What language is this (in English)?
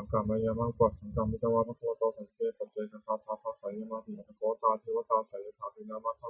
Pali